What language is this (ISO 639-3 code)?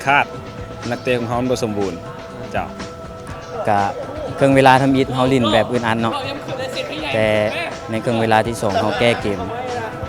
lao